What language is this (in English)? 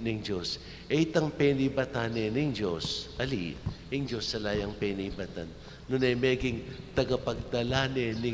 Pampanga